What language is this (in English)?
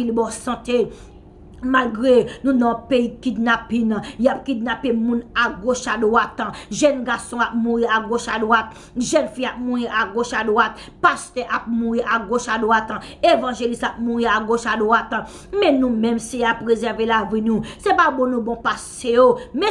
Haitian Creole